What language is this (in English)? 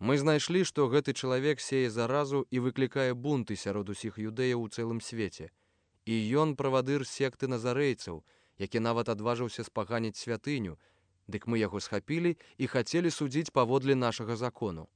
Belarusian